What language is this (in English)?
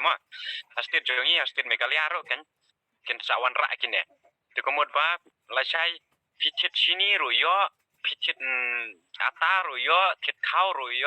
Khasi